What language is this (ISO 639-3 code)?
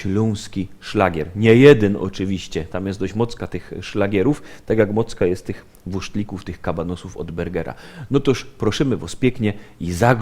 szl